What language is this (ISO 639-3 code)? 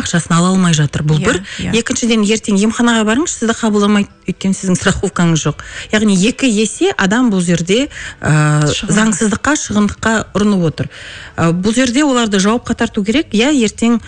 kaz